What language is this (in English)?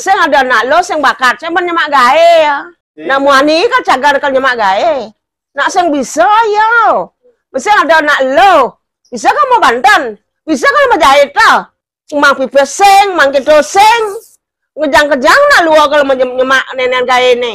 Balinese